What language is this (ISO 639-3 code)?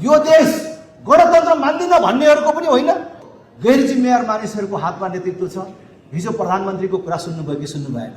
nep